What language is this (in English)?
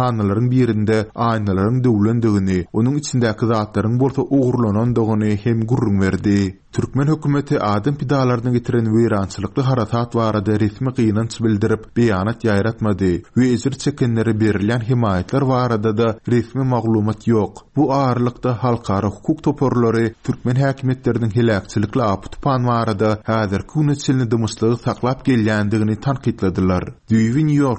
Turkmen